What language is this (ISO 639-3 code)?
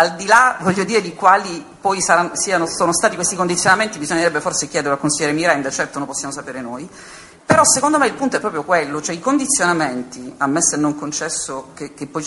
ita